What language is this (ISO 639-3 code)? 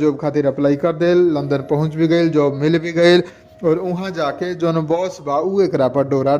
bho